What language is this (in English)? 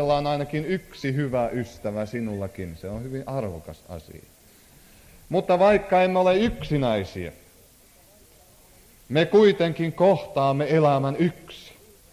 Finnish